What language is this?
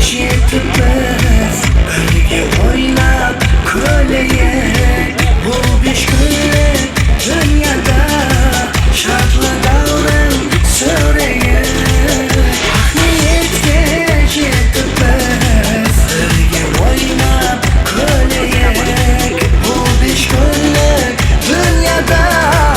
Kara-Kalpak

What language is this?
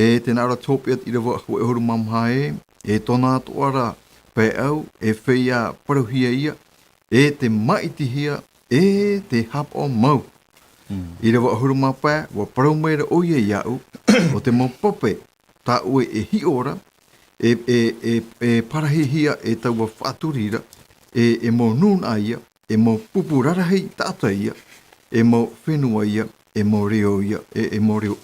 Tahitian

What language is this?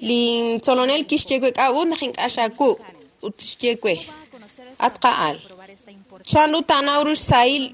Kekchí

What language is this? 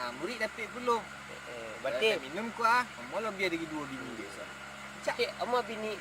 Minangkabau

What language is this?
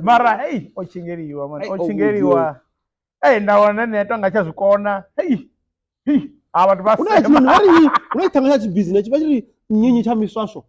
Venda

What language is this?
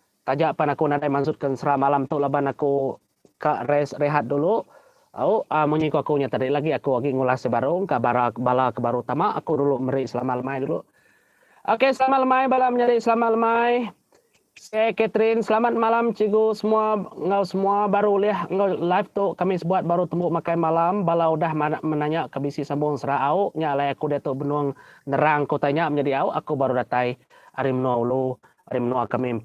Iban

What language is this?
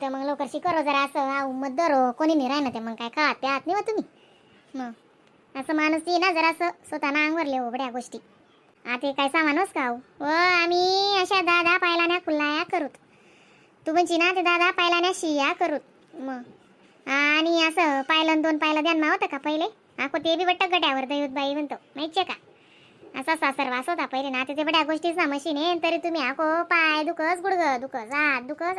Khandesi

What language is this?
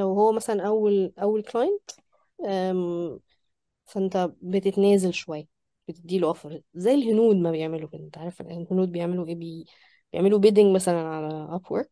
Egyptian Arabic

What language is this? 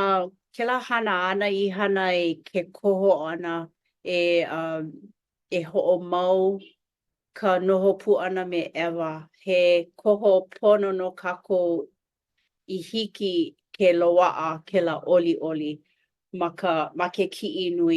Hawaiian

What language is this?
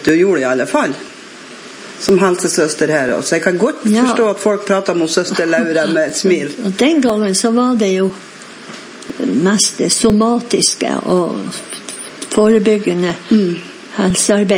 Norwegian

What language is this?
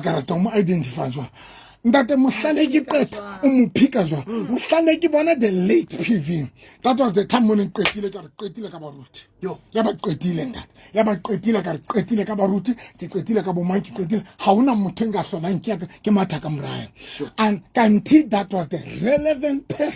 Southern Sotho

